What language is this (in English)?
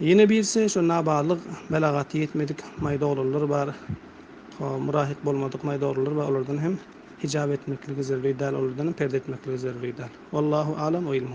Turkmen